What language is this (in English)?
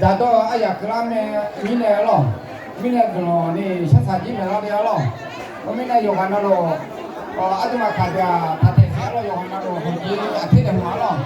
Akha